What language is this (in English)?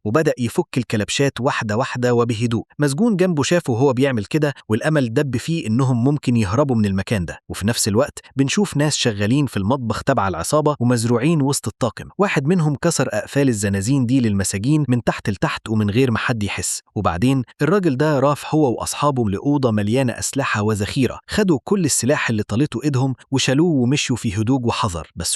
Egyptian Arabic